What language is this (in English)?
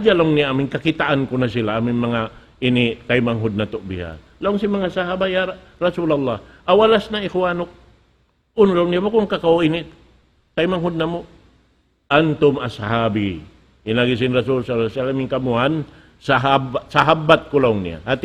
Tausug